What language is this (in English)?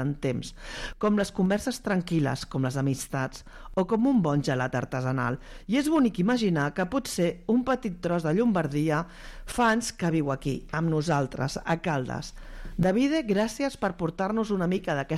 Catalan